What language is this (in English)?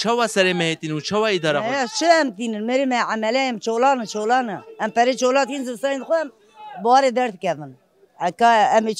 Kurdish